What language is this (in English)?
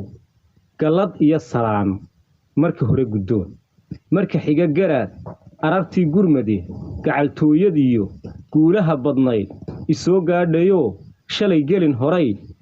Somali